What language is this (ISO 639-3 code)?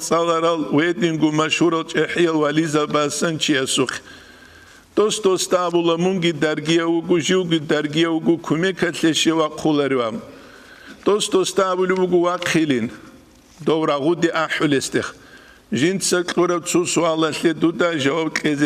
ava